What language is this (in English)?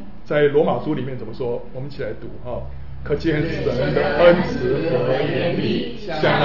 Chinese